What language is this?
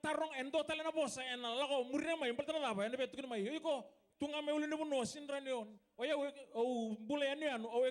Fijian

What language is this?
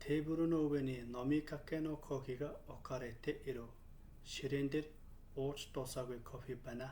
Mongolian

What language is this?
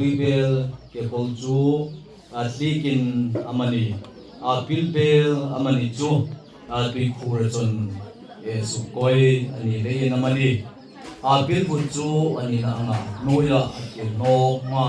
Hmar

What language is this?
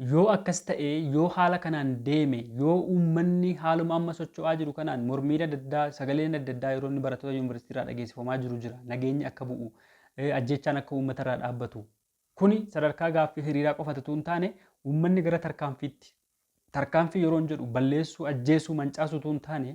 Oromo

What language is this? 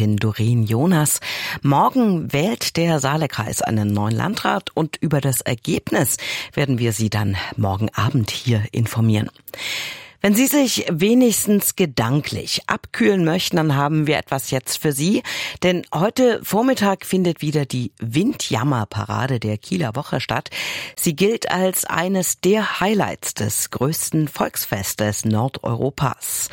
German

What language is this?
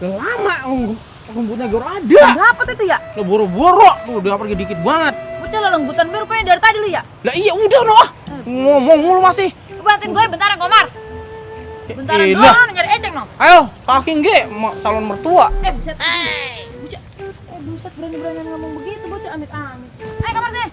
Betawi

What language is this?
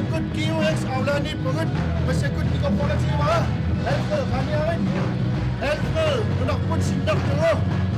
Kalaallisut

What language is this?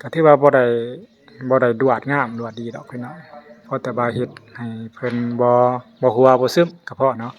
Lao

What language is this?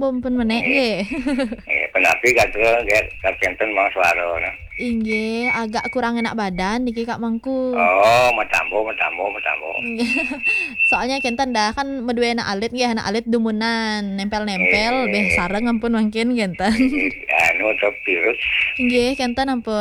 Balinese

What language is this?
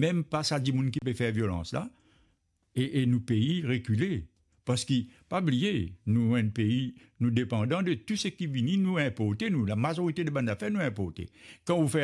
Morisyen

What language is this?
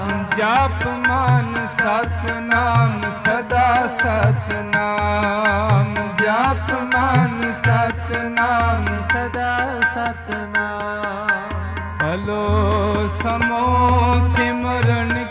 Punjabi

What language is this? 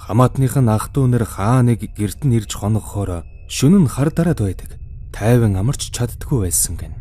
Mongolian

